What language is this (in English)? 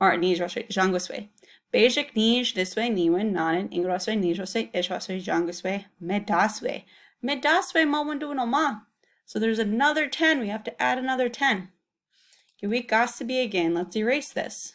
Chippewa